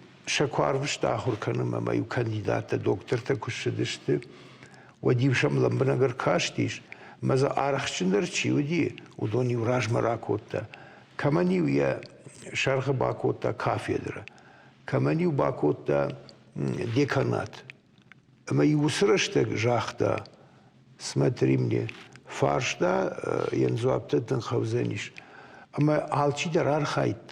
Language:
Ossetic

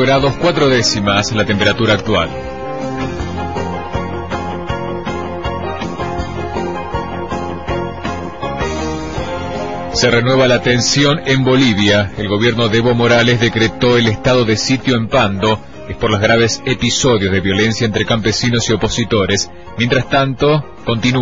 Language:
Spanish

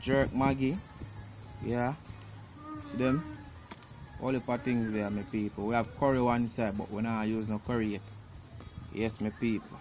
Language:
Jamaican Creole English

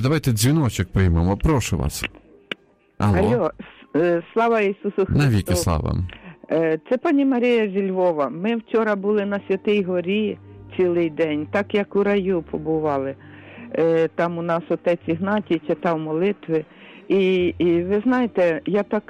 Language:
Ukrainian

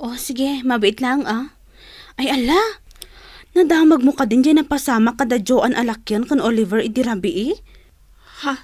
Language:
Iloko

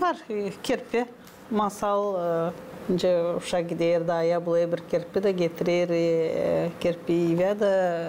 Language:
Gagauz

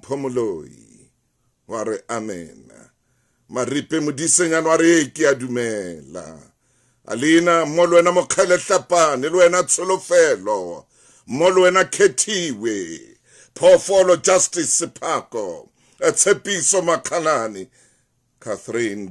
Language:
Southern Sotho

